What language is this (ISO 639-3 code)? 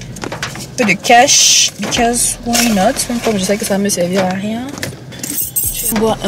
fra